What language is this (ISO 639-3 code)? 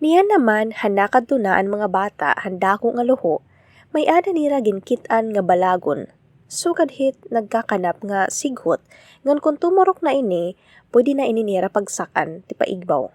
war